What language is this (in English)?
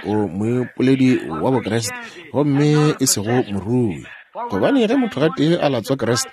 Northern Sotho